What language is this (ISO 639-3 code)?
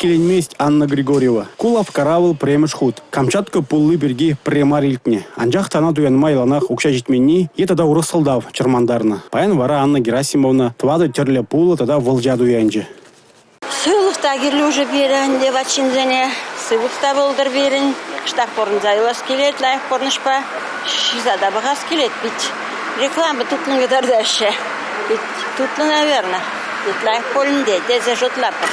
chv